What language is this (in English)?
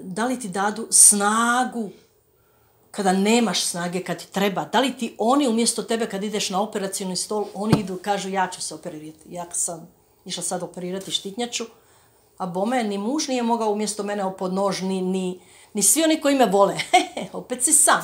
Croatian